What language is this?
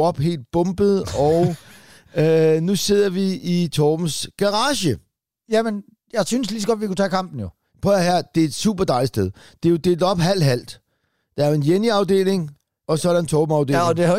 Danish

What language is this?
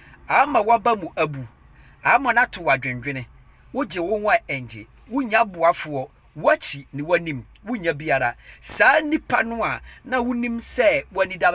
Akan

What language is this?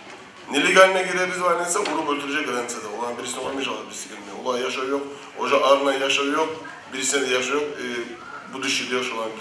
Kumyk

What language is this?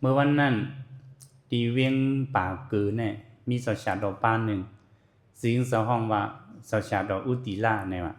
Shan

